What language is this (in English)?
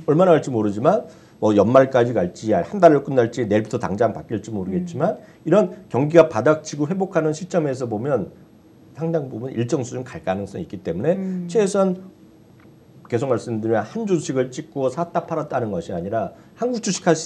Korean